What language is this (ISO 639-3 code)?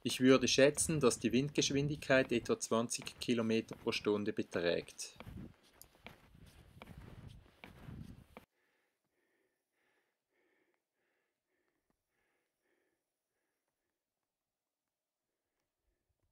deu